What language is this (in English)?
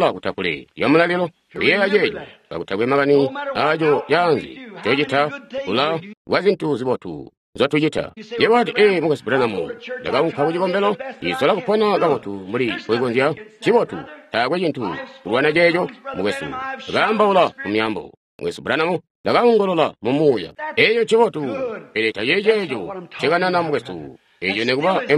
Tonga (Zambia)